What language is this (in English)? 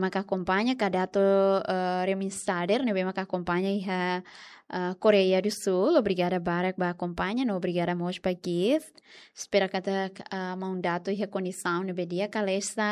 Tetum